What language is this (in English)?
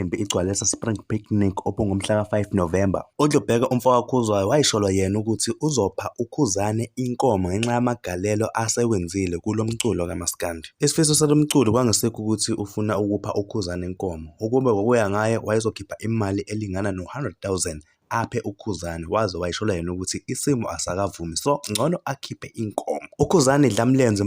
Zulu